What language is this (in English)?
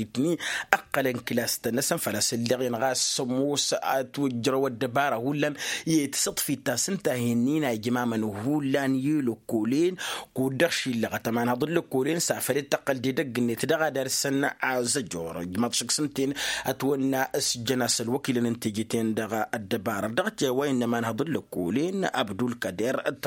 Tamasheq